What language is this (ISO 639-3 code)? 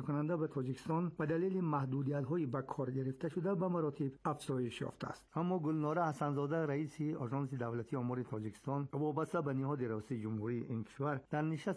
fas